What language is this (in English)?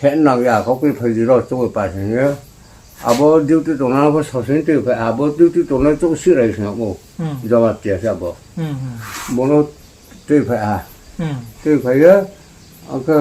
Riang (India)